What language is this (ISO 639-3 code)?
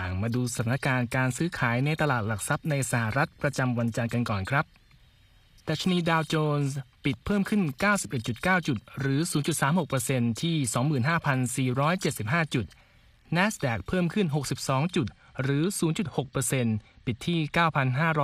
tha